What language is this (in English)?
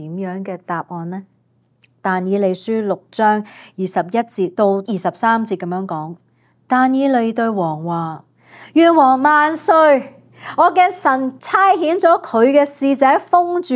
Cantonese